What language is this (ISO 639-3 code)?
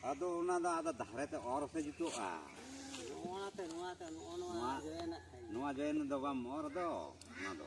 sat